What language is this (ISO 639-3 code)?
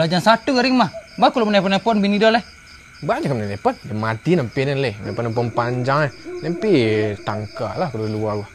min